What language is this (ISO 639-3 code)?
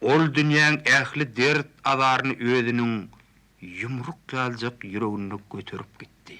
tuk